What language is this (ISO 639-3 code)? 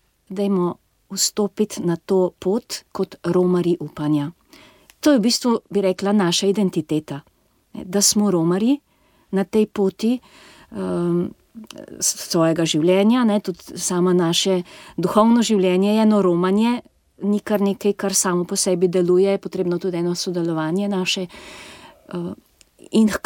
slv